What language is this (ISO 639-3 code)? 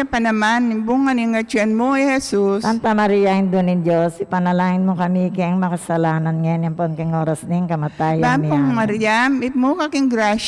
pam